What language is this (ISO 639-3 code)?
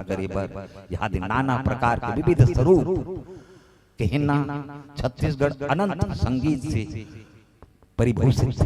hne